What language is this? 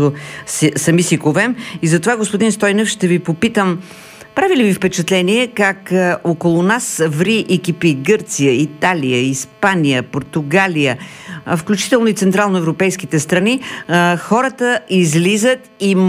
Bulgarian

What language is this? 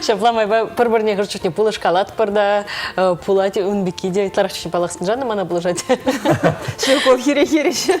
Chuvash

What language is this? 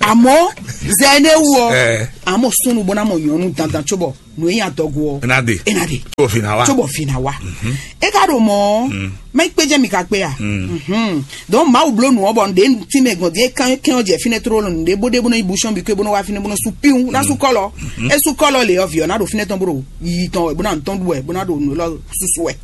Fon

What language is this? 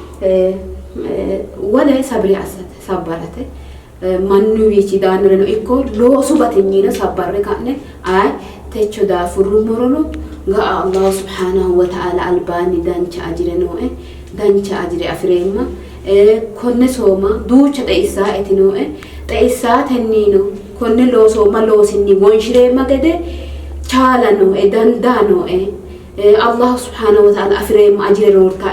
Sidamo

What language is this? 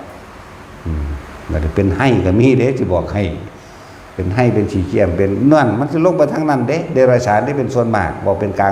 Northeastern Thai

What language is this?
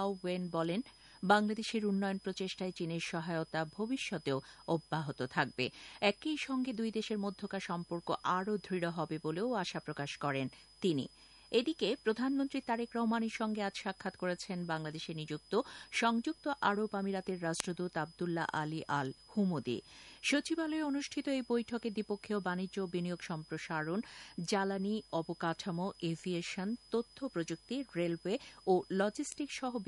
Bangla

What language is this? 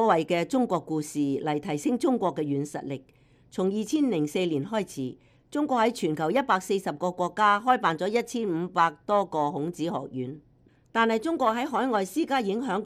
Cantonese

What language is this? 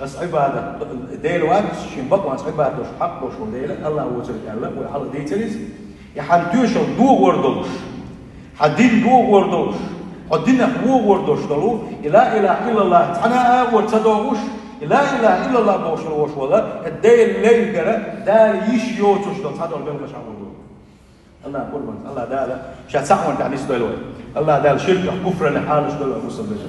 Chechen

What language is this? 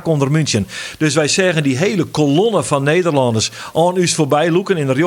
Western Frisian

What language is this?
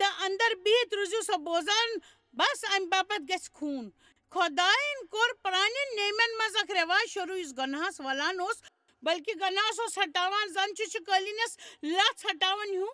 Kashmiri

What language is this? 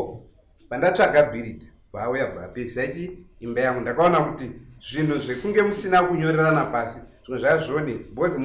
Shona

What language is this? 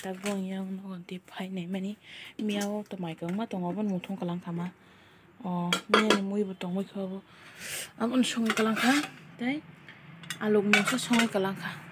Kok Borok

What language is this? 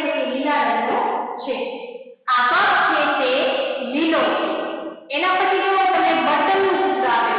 Gujarati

